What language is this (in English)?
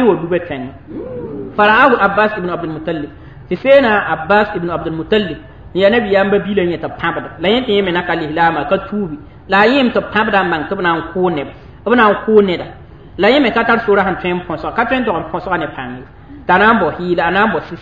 Mossi